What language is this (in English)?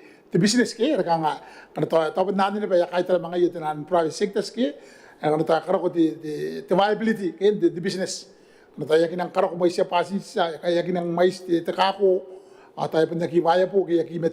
Gilbertese